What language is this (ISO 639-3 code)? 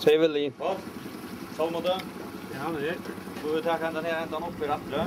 fao